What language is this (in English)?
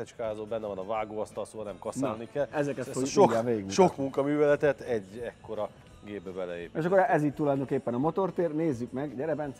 Hungarian